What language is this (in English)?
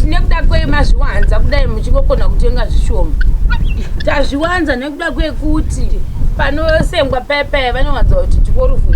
Shona